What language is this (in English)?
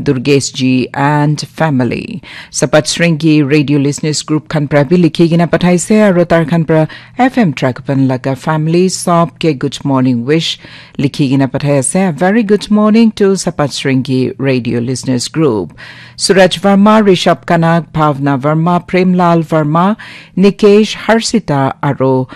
Naga Pidgin